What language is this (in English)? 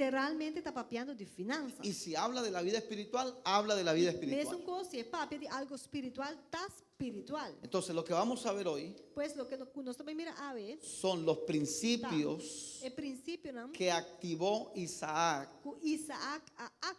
Papiamento